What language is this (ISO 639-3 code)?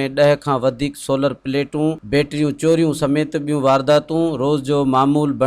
snd